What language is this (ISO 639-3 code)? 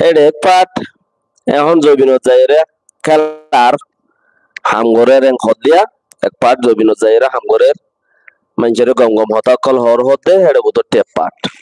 rhg